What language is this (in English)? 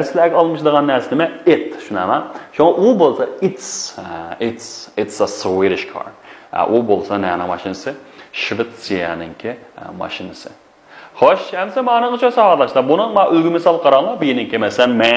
Uyghur